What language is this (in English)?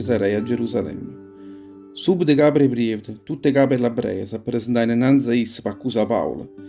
Neapolitan